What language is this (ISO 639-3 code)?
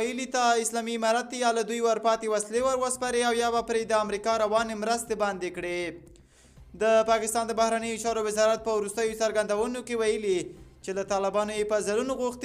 pus